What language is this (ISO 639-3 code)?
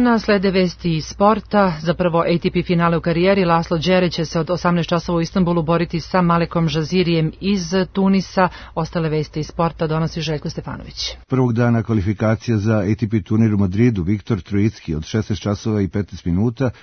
srp